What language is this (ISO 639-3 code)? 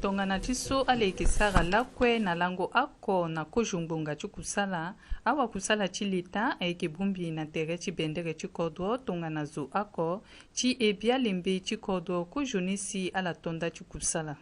sag